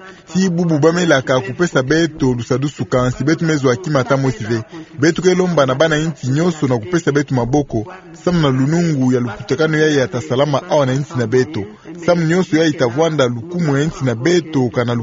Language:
Kituba (Democratic Republic of Congo)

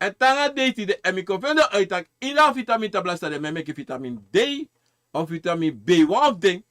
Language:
Sranan Tongo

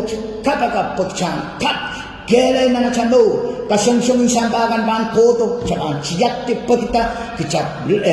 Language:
Pohnpeian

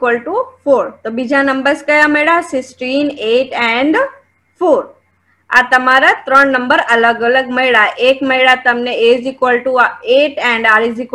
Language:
Gujarati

